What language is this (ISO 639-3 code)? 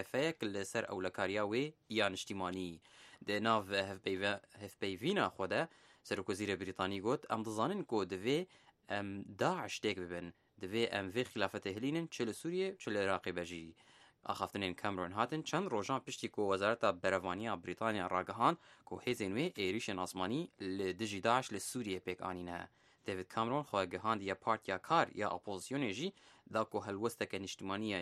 kur